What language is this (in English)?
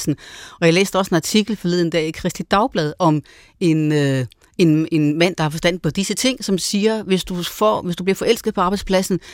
Danish